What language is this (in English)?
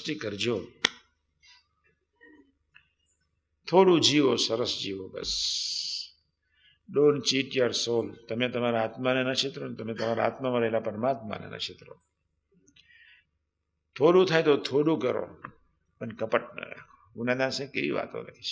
Gujarati